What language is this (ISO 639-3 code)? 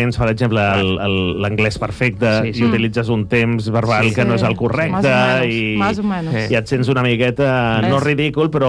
cat